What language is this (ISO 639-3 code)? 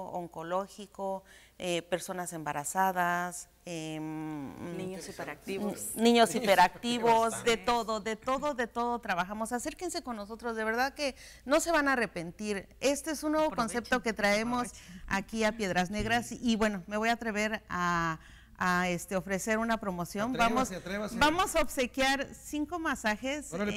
spa